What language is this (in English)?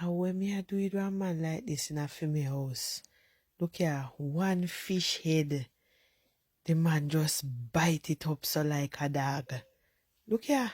Jamaican Creole English